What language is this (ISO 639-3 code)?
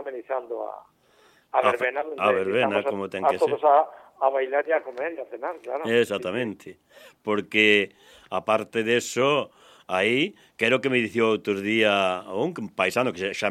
glg